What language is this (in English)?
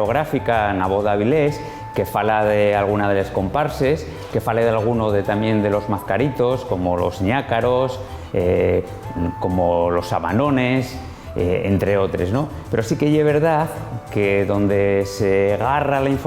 Asturian